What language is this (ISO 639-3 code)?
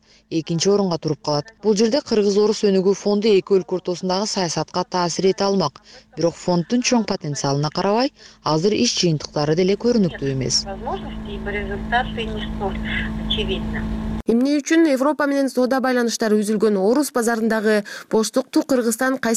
kir